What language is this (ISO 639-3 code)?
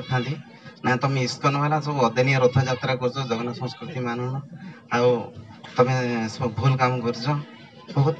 ori